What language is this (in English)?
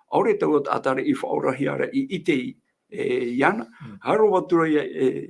Tahitian